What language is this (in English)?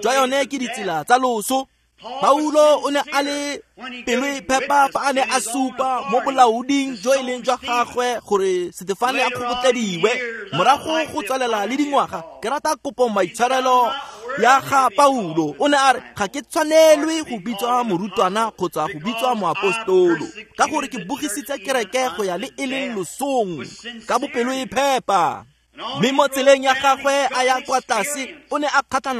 Tswana